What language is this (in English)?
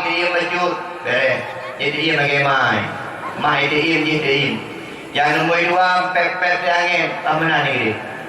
Achinese